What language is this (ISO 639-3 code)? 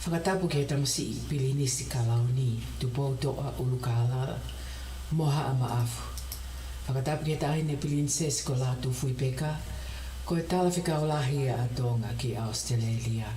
ton